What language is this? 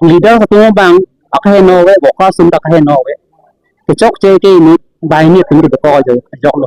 Karbi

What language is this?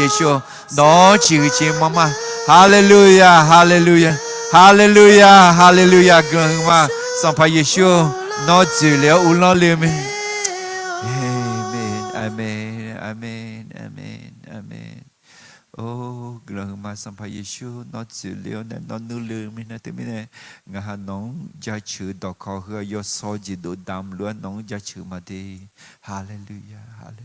Akha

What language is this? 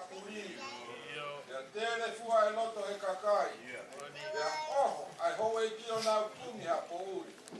Tongan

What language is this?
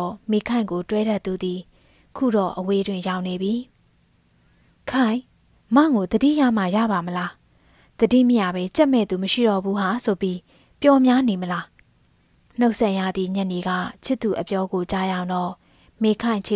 Burmese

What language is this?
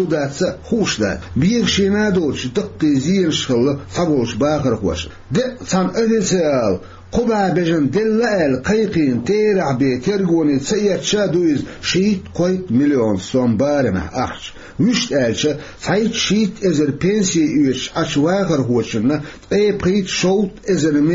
Chechen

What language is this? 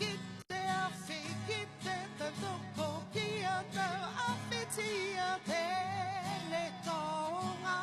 Māori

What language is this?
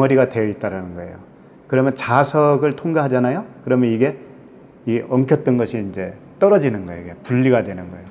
Korean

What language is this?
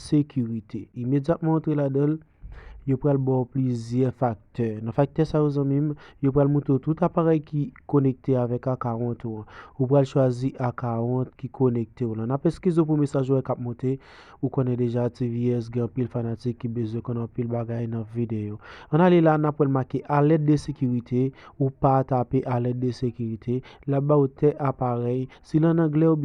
Haitian Creole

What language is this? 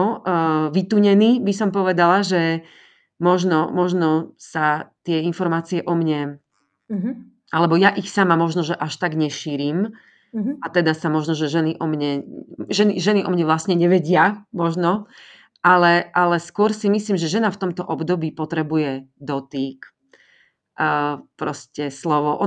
Slovak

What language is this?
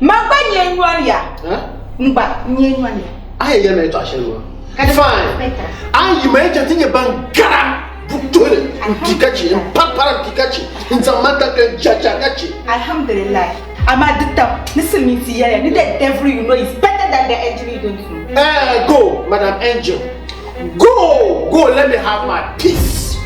Dagbani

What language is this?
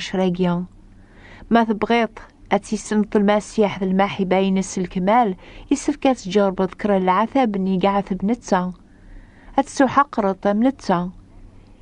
Kabyle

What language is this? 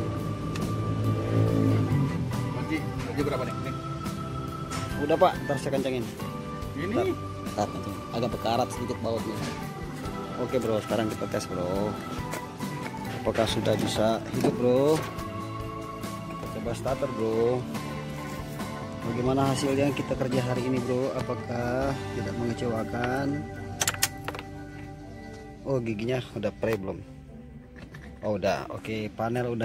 Indonesian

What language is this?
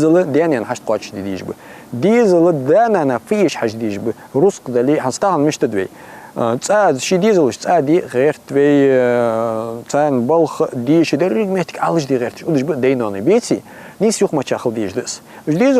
Ingush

